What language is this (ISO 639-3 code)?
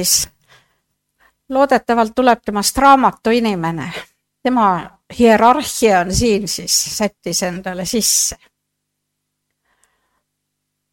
est